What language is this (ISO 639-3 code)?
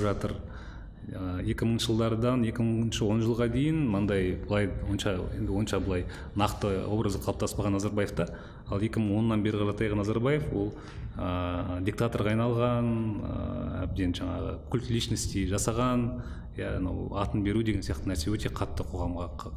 kaz